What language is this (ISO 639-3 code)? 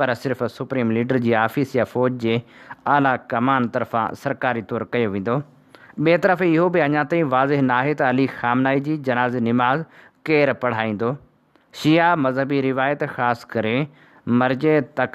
snd